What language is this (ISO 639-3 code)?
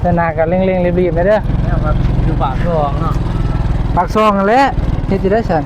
tts